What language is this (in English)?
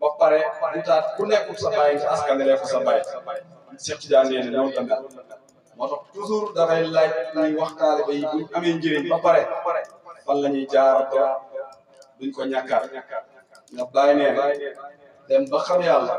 Wolof